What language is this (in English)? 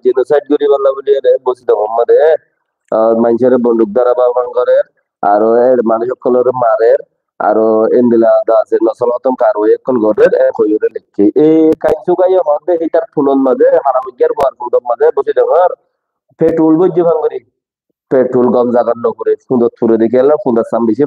Rohingya